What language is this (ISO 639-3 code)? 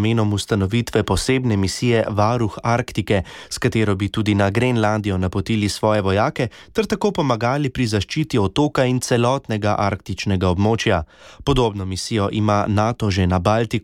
slv